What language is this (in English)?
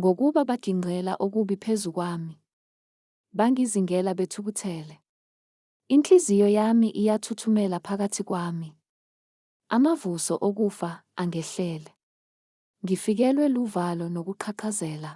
Zulu